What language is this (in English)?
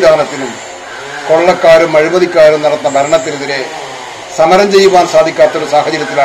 Malayalam